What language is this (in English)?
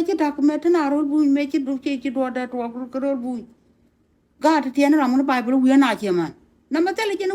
Nuer